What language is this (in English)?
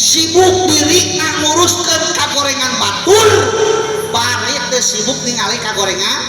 Sundanese